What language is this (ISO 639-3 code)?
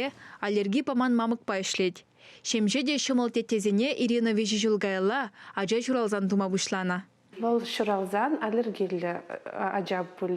chv